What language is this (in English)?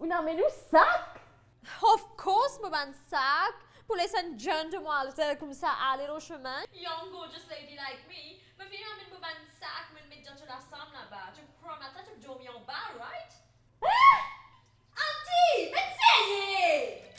Morisyen